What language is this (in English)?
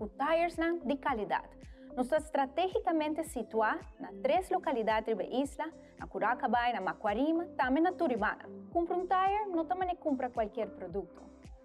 Papiamento